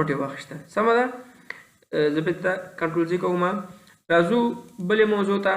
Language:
Pashto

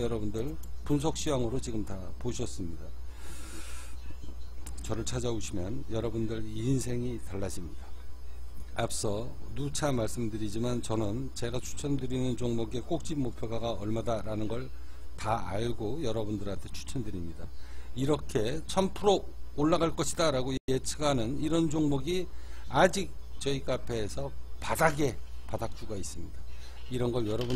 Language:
Korean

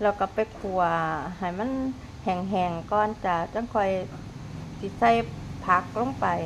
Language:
Lao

